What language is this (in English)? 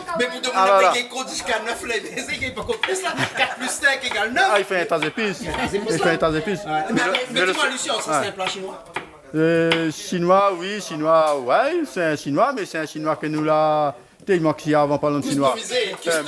Réunion Creole French